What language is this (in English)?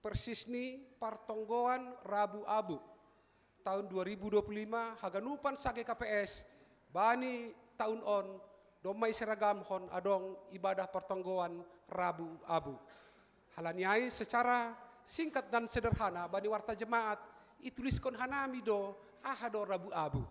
Batak Simalungun